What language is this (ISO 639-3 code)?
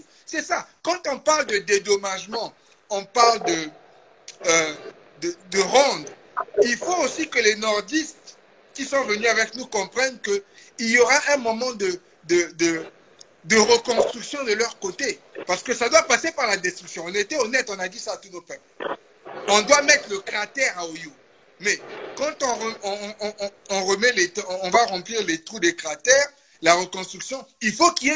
fra